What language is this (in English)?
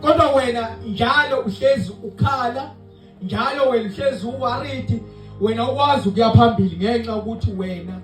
Zulu